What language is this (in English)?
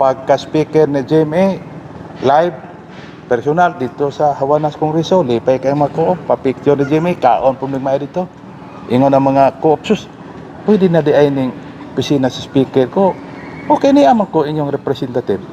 Cebuano